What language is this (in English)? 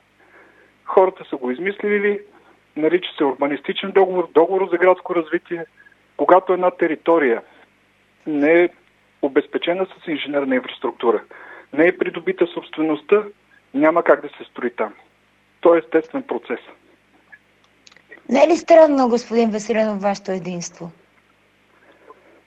Bulgarian